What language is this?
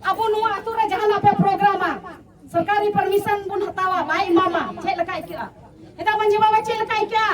Santali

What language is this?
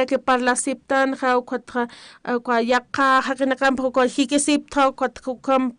Aymara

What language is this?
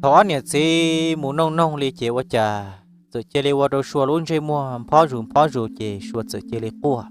Hmong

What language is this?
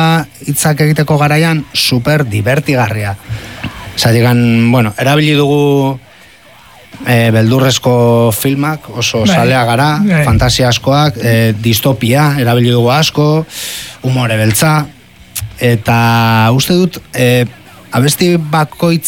Basque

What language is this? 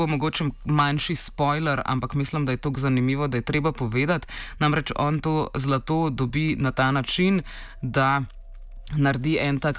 Slovenian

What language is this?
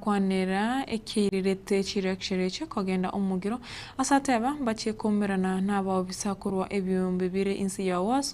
Gusii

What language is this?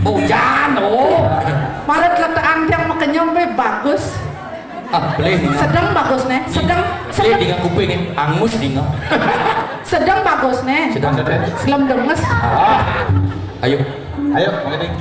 Balinese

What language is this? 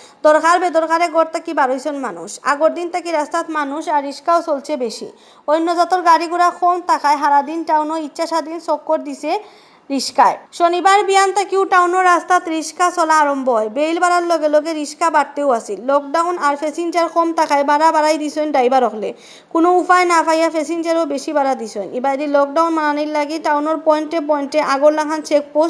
Sylheti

